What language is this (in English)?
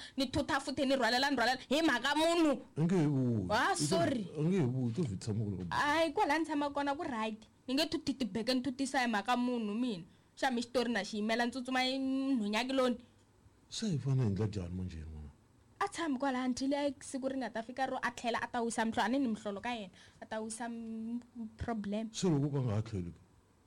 Tsonga